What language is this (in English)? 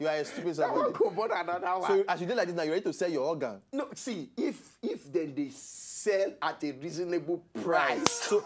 Nigerian Pidgin